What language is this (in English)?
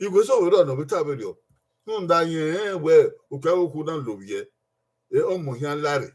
Bini